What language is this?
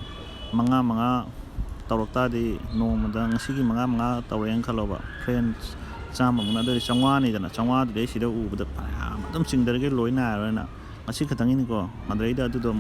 Manipuri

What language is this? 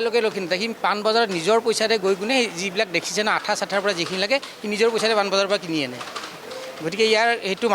Assamese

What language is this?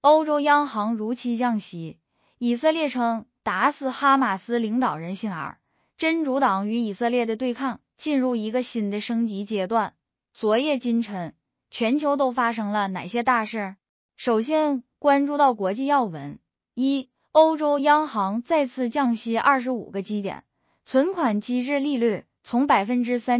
Chinese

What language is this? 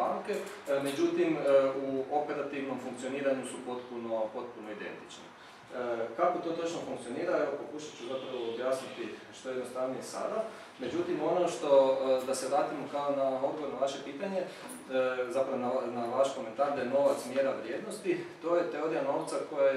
Croatian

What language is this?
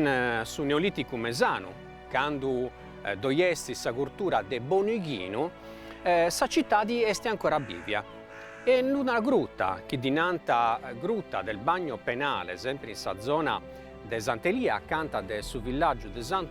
Sardinian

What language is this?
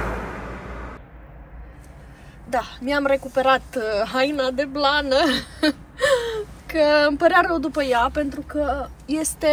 Romanian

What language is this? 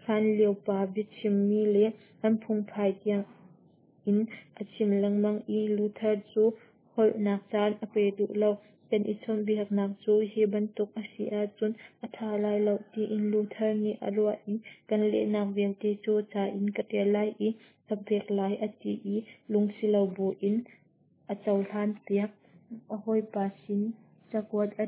Hakha Chin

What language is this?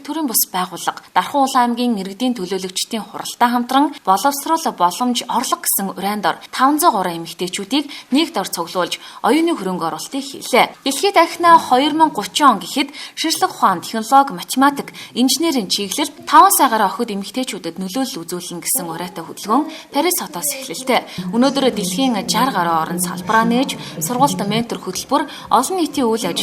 Mongolian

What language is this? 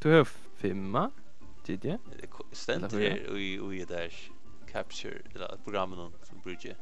Faroese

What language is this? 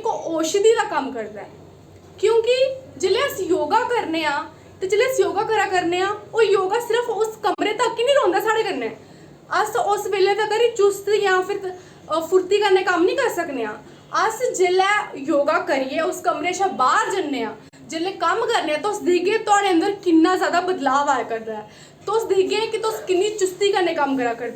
Dogri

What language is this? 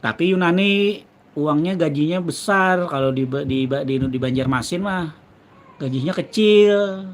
Banjar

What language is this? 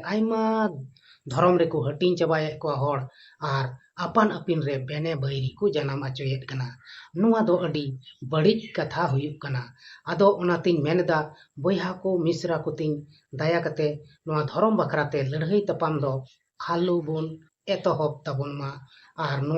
Santali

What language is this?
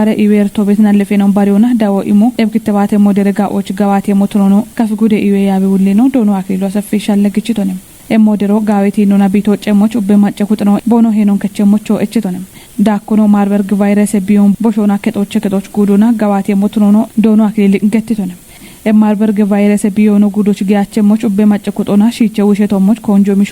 Kafa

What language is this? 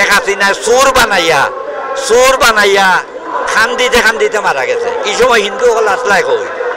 Sylheti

